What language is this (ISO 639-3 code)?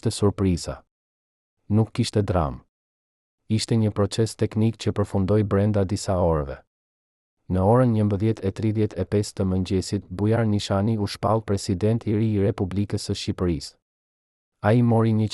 sqi